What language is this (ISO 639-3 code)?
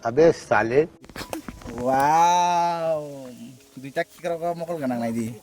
trp